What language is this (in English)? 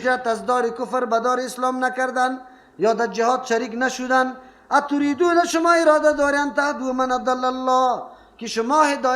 Persian